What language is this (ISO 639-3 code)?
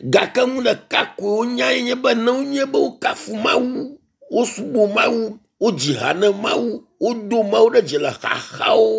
ewe